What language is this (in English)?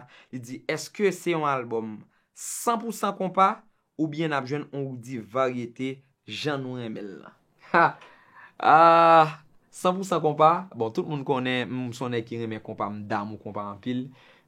Haitian Creole